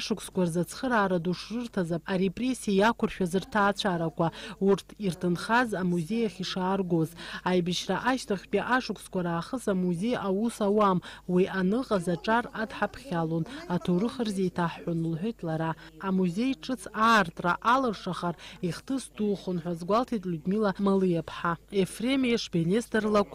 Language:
Abkhazian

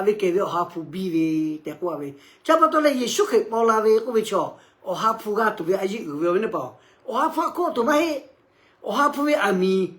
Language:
Lahu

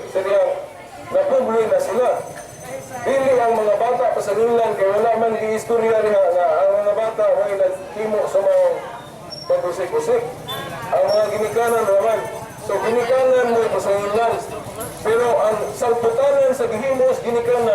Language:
Cebuano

